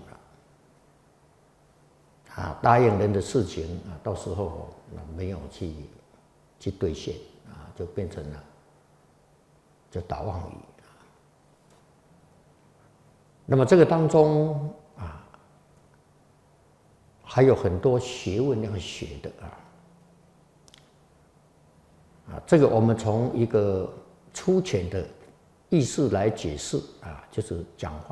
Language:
Chinese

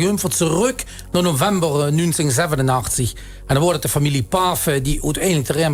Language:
Limburgish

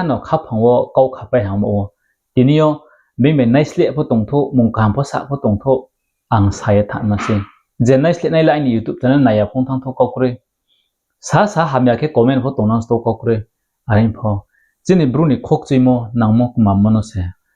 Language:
Riang (India)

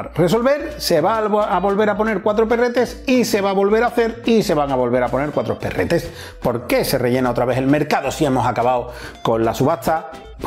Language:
Spanish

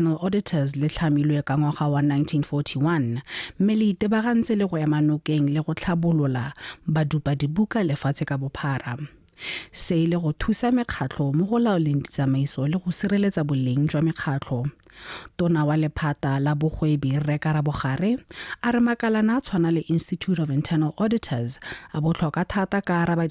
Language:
Tswana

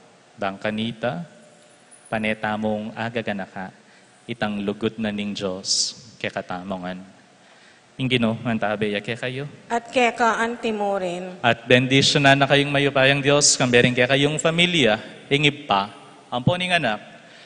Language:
Pampanga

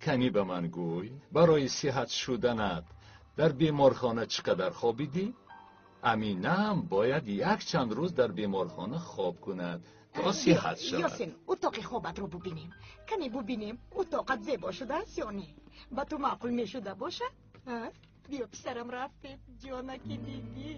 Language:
Tajik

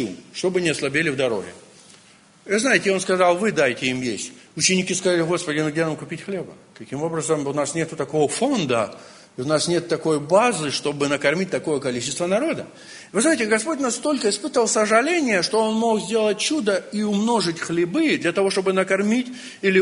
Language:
Russian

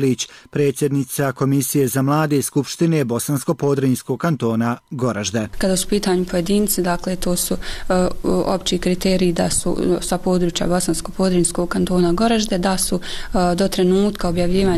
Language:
Bosnian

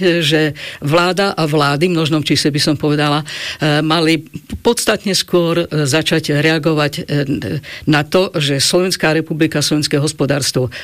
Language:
Slovak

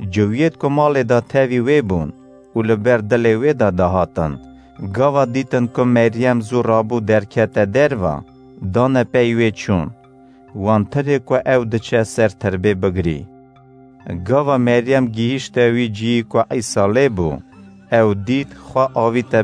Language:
Kurdish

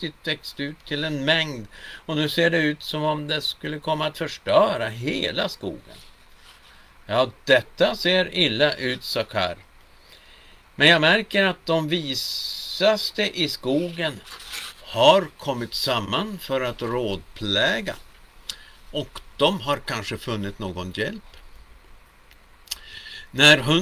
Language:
Swedish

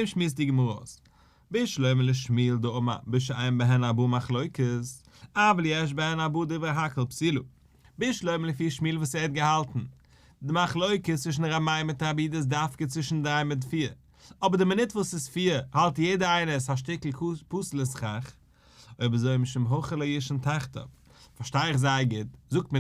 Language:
Yiddish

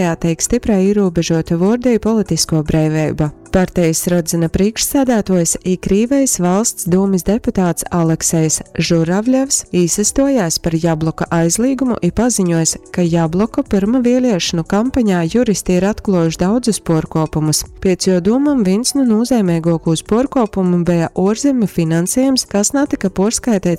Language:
Latgalian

